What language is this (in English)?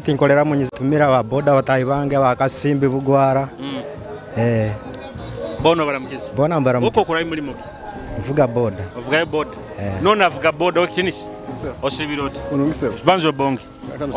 Nyoro